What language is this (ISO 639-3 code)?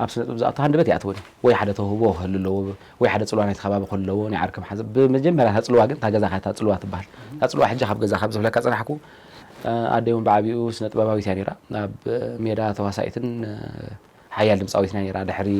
tir